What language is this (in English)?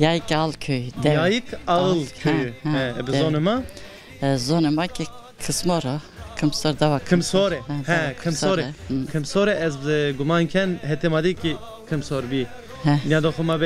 Zaza